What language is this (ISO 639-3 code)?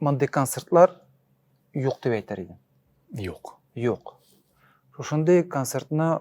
tat